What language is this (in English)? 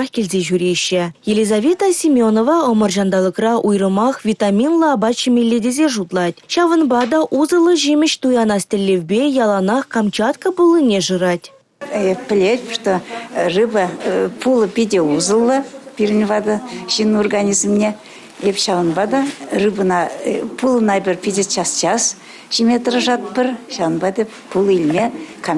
Chuvash